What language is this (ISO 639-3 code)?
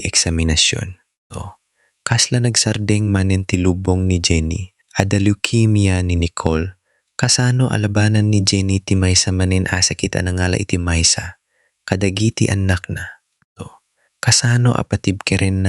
ilo